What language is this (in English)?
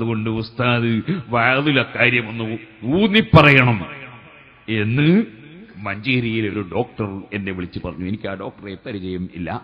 Malayalam